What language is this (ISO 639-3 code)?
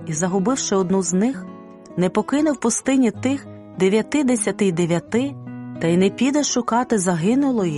ukr